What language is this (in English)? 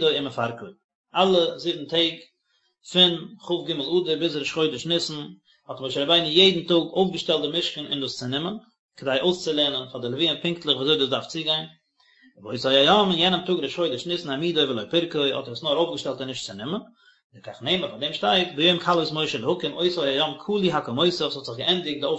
Yiddish